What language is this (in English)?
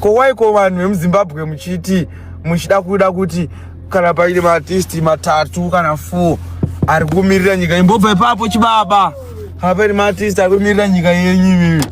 Shona